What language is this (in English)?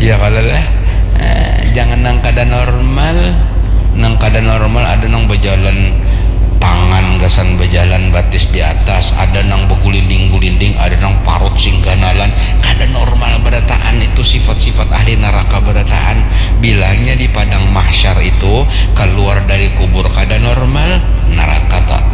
Banjar